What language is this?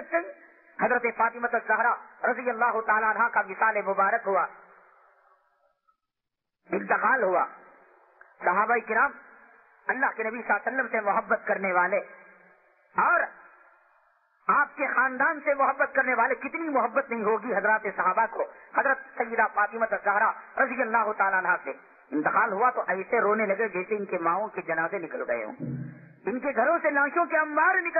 Urdu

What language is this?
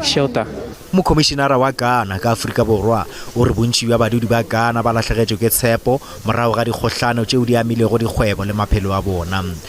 Northern Sotho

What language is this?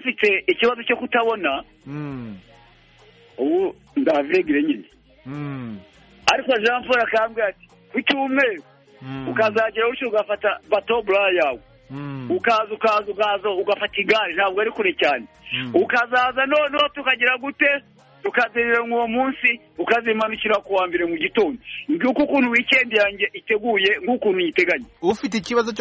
Kinyarwanda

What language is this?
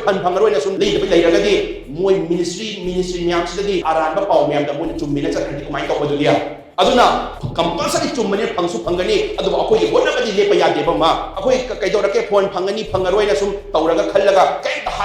Manipuri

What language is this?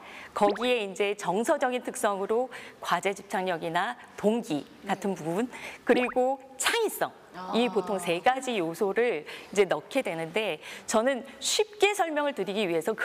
Korean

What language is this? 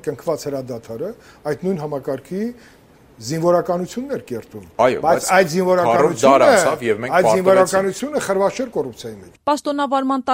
Armenian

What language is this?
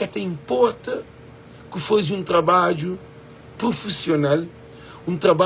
Kabuverdianu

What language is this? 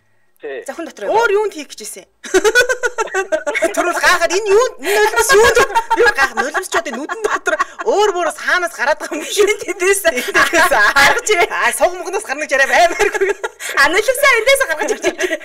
Mongolian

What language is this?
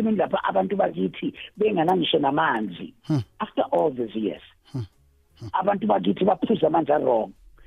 South Ndebele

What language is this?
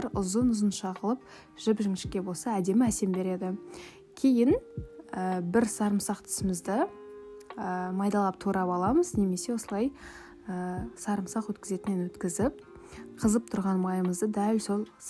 Kazakh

